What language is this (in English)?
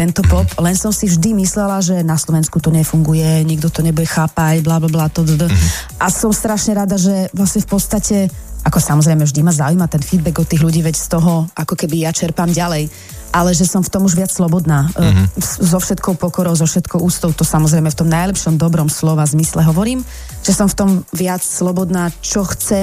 Slovak